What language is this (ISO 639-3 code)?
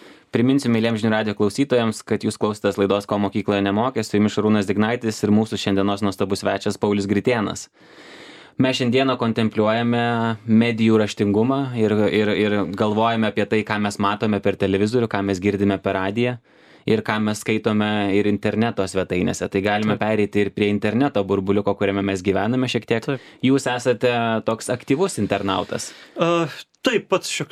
lit